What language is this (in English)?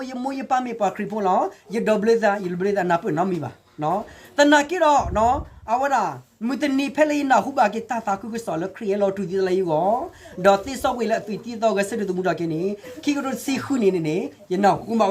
S'gaw Karen